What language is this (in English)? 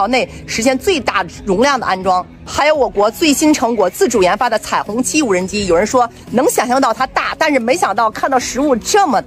Chinese